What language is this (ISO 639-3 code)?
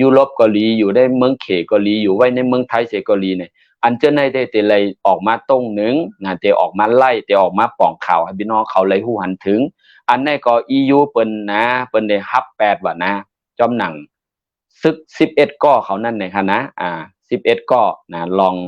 shn